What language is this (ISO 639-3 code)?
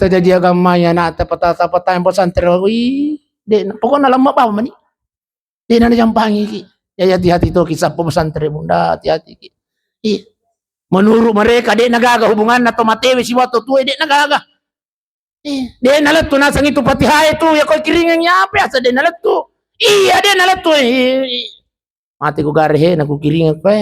bug